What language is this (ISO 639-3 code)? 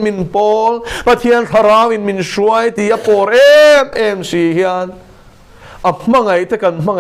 lus